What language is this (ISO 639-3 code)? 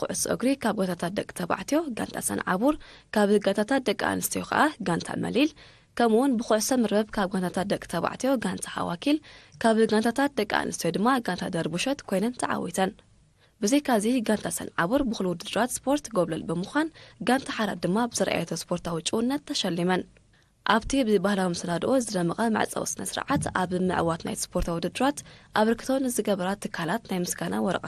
tir